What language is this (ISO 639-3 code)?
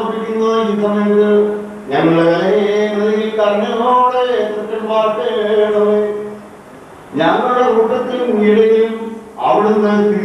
mal